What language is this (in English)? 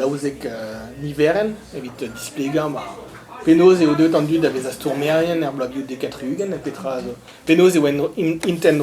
Breton